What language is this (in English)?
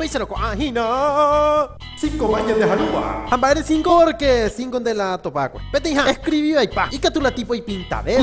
Guarani